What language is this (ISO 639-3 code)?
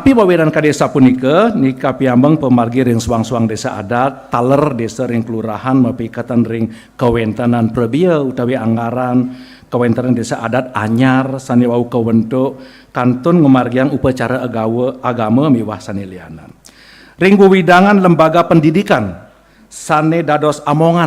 ban